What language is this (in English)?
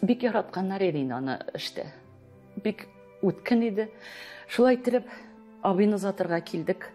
Tatar